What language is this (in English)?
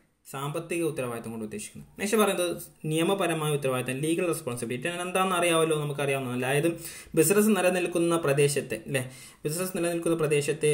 Malayalam